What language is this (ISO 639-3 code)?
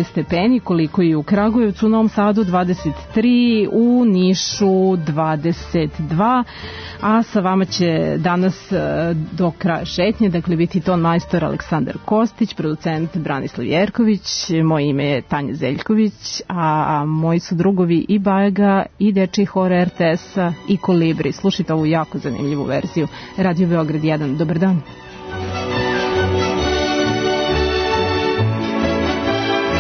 srp